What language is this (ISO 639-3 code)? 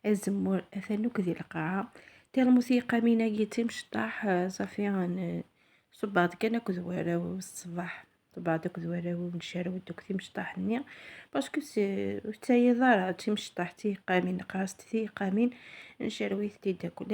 kab